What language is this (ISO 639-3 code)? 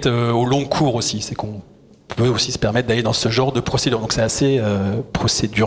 fra